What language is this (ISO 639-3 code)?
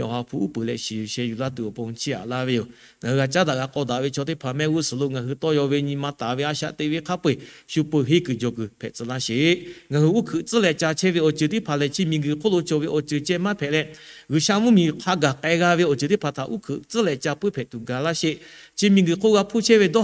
lhu